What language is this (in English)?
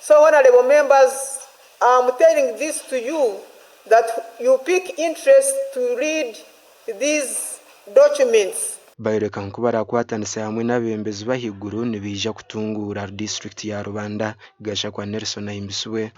Nyankole